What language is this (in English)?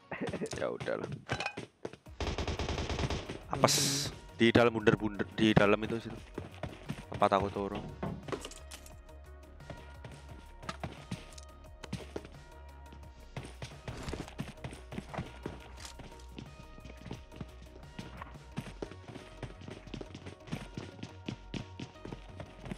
Indonesian